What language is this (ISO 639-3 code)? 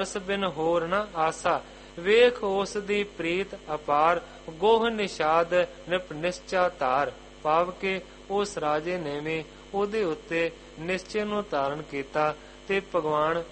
pan